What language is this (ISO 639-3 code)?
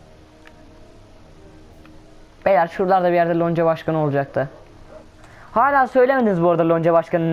tur